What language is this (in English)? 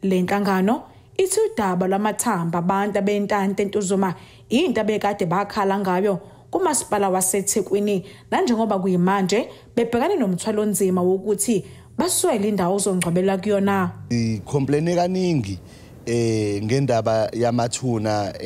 Zulu